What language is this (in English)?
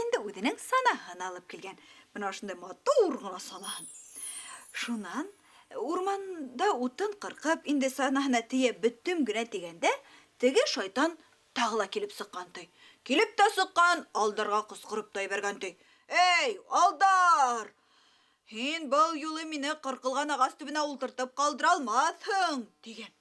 Bashkir